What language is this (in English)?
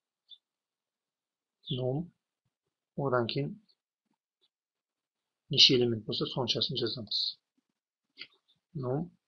Kazakh